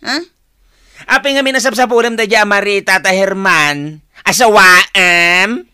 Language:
Iloko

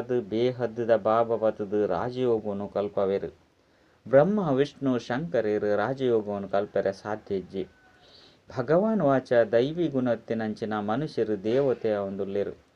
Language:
Tulu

